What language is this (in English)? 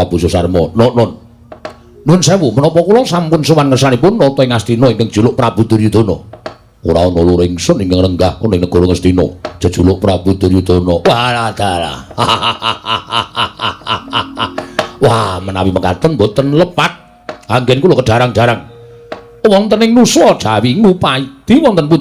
Javanese